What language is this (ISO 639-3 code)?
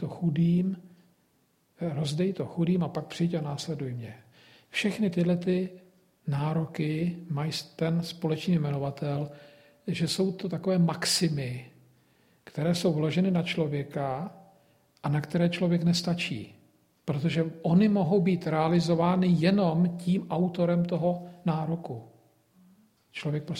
ces